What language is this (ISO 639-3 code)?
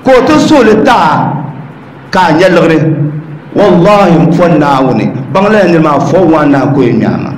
dag